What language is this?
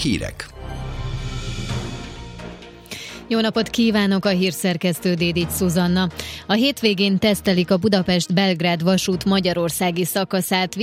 Hungarian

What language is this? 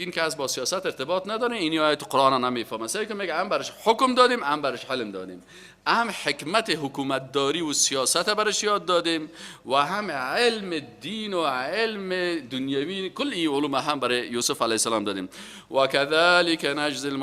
Persian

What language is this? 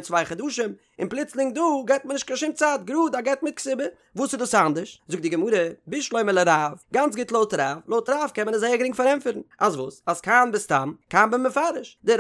Yiddish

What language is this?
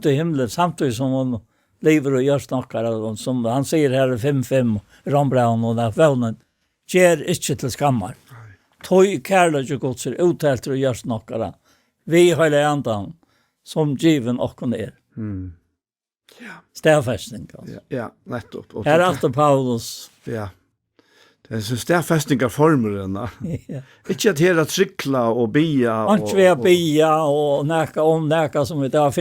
Faroese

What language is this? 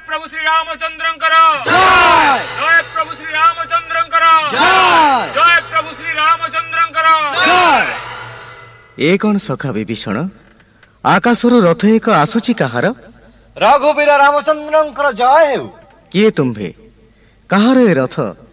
Odia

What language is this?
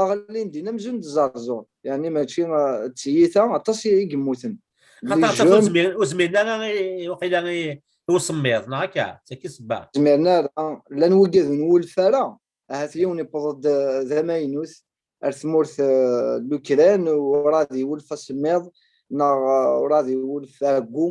Kabyle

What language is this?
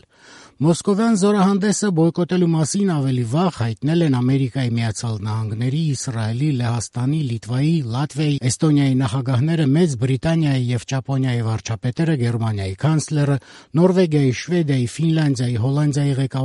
Armenian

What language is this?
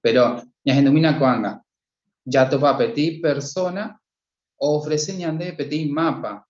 Guarani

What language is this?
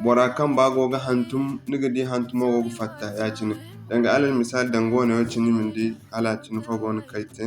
Zarma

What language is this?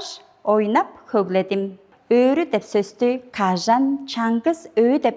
Tuvinian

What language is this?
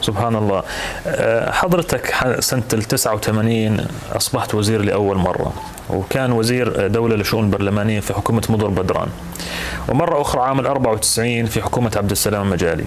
North Levantine Arabic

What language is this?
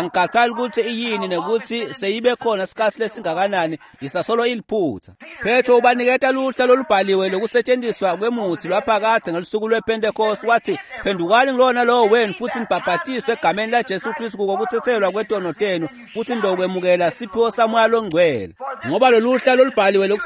Swati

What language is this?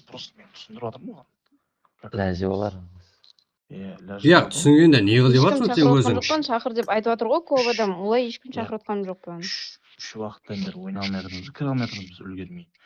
Kara-Kalpak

